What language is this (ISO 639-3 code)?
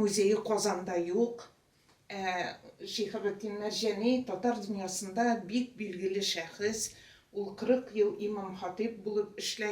tat